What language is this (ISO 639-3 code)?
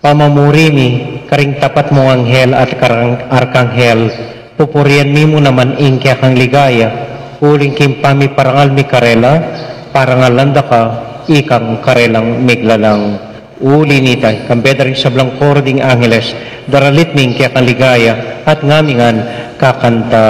pam